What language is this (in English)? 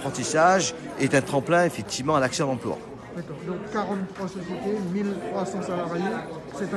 French